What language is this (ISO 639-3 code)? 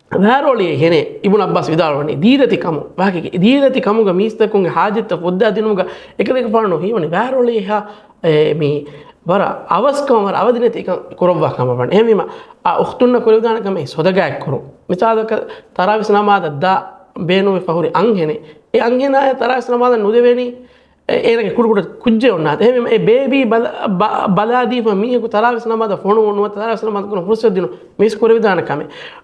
div